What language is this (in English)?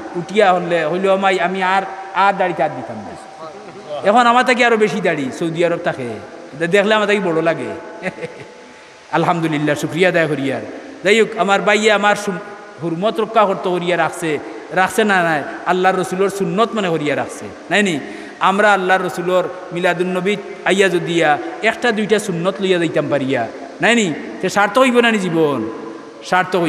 Sylheti